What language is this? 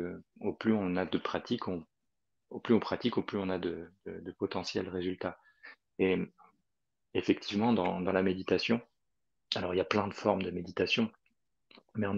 French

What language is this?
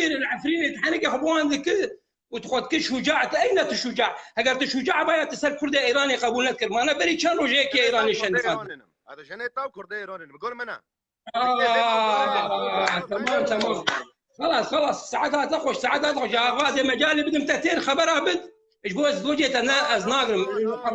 Kurdish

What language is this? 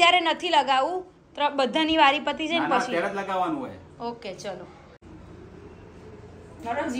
Gujarati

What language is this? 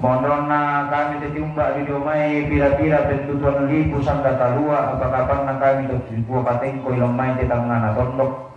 Toraja-Sa'dan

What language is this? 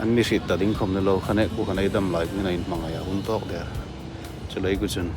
Hmar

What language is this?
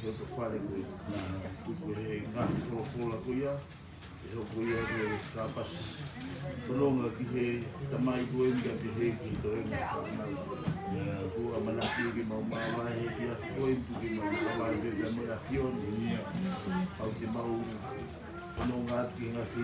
Tongan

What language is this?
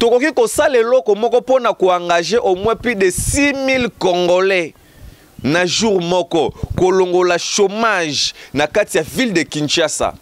Lingala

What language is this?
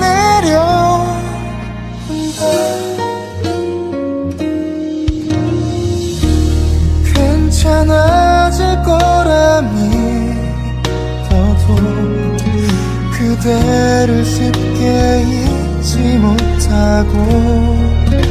Korean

